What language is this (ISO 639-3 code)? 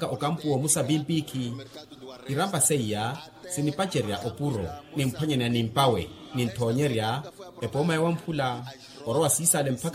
vmw